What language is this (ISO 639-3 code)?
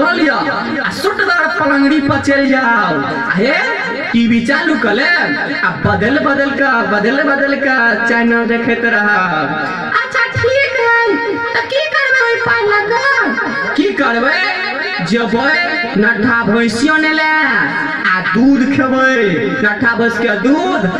mai